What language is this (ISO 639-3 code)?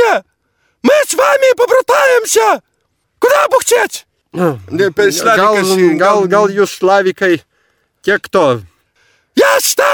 lit